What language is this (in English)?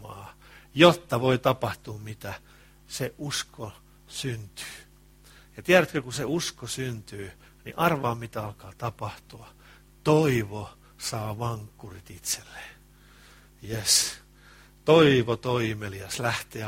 Finnish